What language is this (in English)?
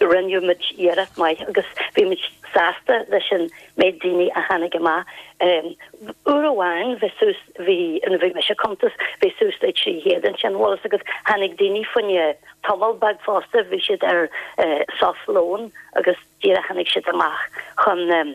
Irish